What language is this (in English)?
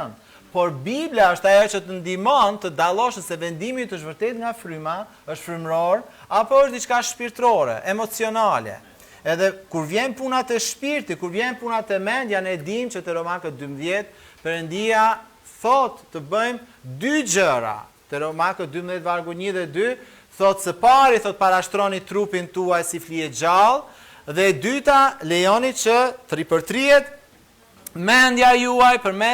Albanian